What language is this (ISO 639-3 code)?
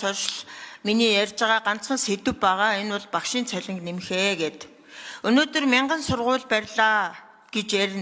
mon